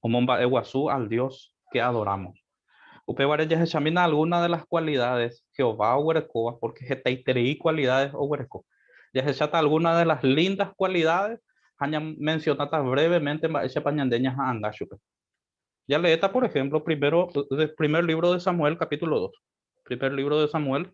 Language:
Guarani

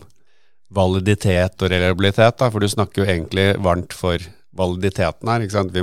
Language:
Norwegian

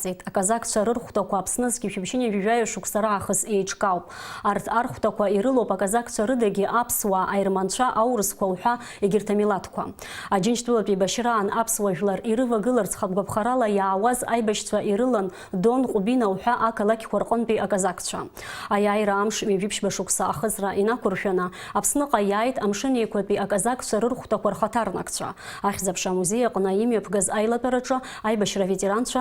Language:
Abkhazian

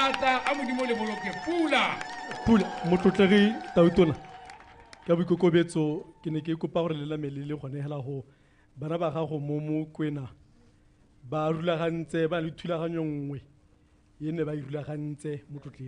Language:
Tswana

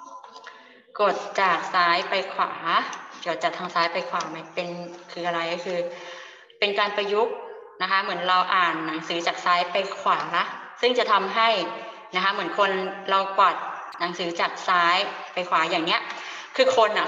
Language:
Thai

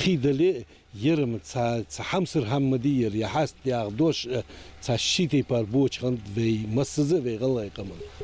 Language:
Ingush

